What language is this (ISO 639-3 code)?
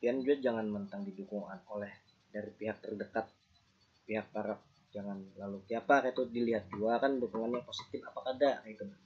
bjn